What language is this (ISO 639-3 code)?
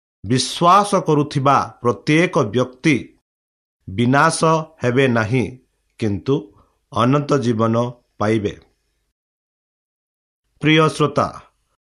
ori